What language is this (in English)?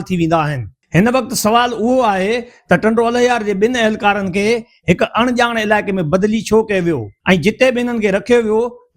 Sindhi